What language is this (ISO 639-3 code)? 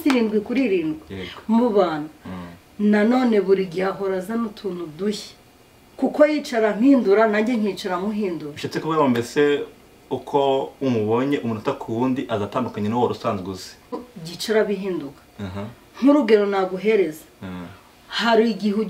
kin